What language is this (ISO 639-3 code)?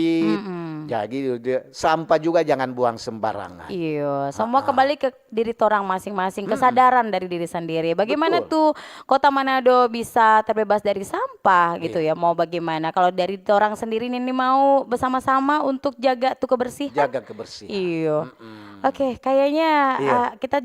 xmm